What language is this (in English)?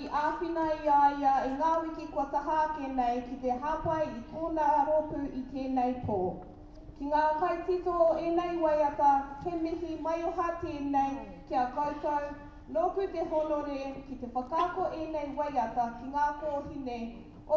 Māori